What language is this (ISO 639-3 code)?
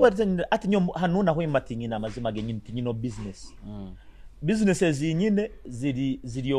nyo